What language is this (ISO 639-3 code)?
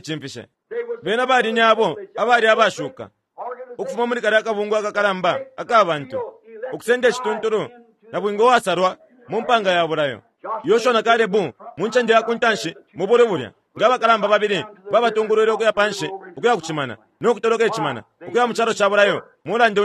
bem